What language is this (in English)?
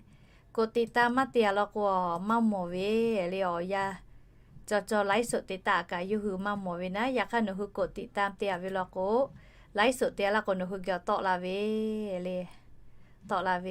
Lahu